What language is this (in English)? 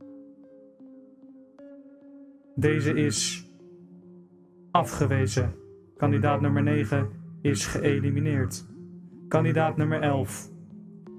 Dutch